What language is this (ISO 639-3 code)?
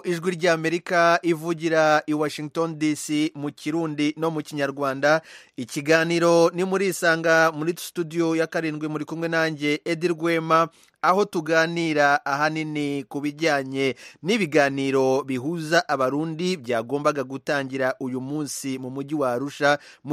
kin